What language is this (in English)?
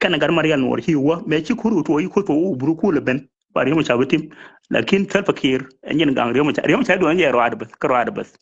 Nuer